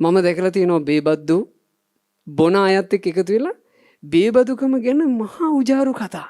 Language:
Sinhala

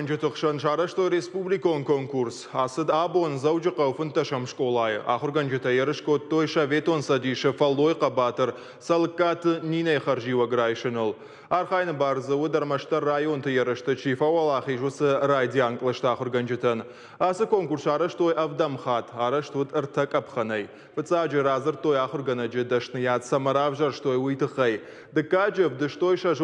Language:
Ossetic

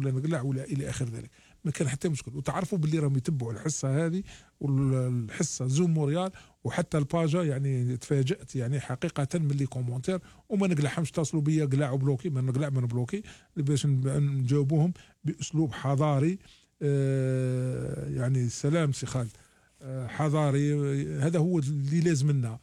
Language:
Algerian Arabic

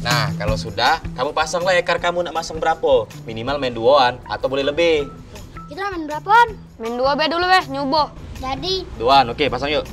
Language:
Musi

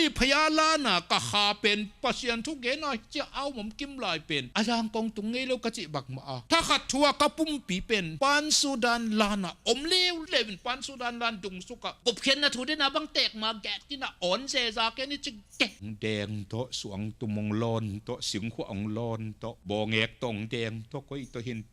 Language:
Tedim Chin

